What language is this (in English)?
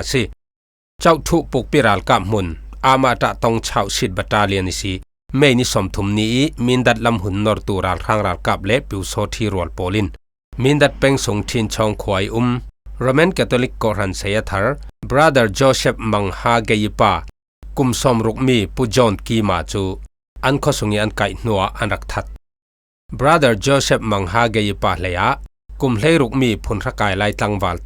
Falam Chin